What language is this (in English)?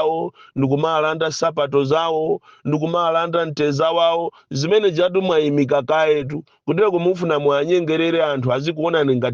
Nyanja